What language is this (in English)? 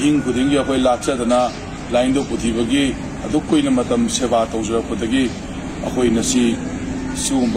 Manipuri